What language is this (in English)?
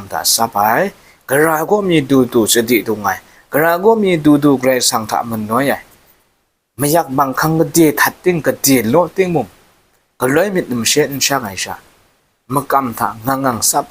Kachin